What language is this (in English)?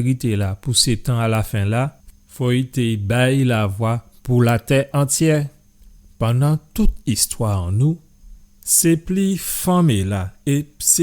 Guadeloupean Creole French